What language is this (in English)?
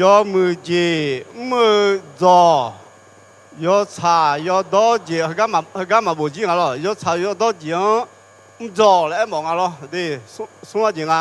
Akha